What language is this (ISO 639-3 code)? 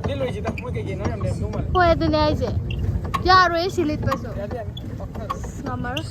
mni